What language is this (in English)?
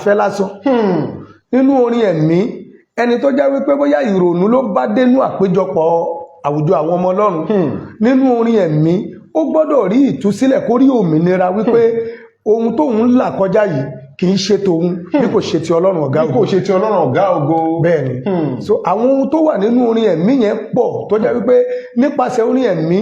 Yoruba